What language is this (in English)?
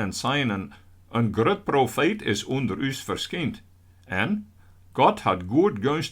Western Frisian